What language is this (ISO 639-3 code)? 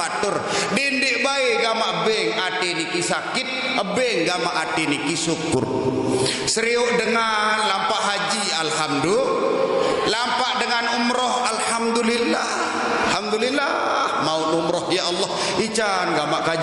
sas